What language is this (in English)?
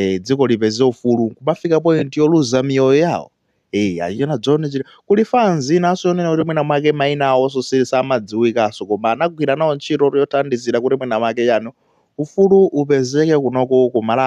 Nyanja